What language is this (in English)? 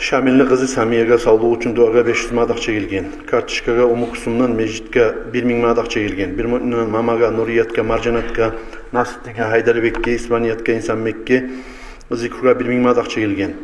Kumyk